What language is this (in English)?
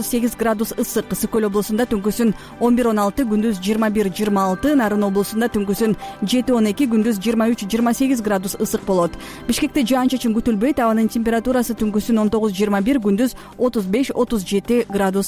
Kyrgyz